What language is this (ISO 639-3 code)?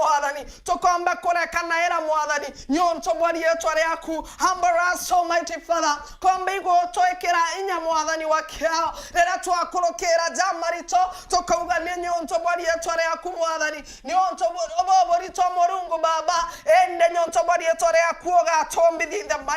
mer